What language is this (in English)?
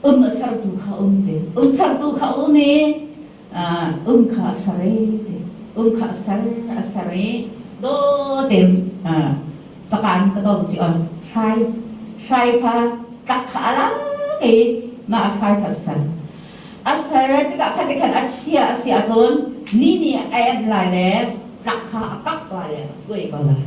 Hakha Chin